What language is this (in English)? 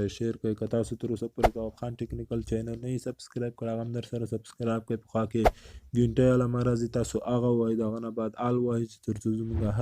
Pashto